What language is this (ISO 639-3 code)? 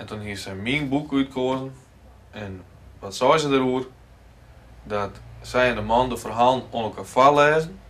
fry